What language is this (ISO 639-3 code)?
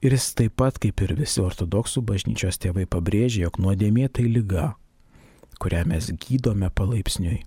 lit